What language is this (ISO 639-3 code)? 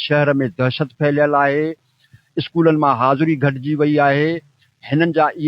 snd